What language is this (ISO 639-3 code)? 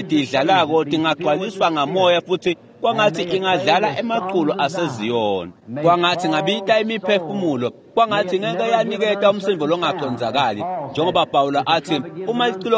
ssw